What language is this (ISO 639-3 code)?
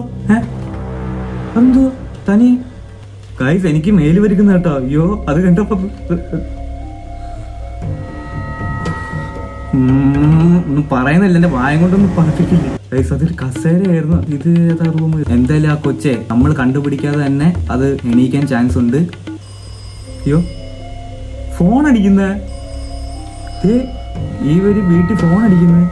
mal